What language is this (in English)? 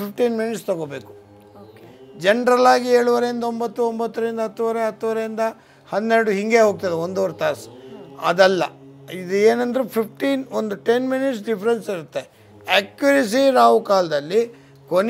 Kannada